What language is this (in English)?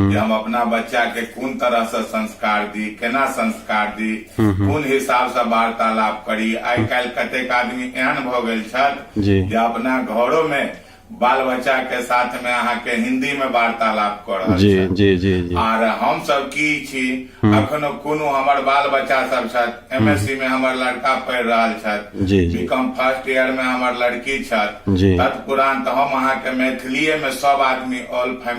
Maithili